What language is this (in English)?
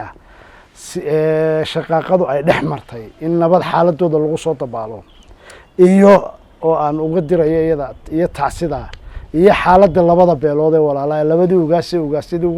Somali